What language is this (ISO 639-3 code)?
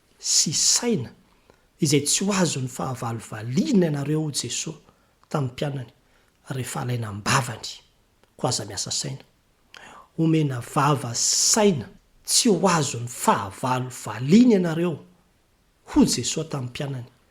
mlg